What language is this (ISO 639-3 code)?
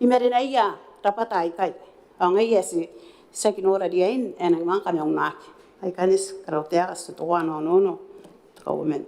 gil